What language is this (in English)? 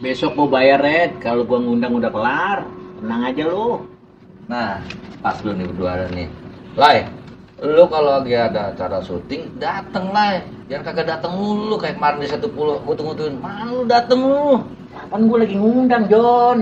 Betawi